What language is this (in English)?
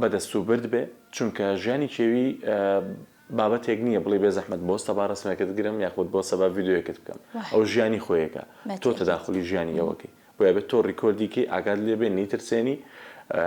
Central Kurdish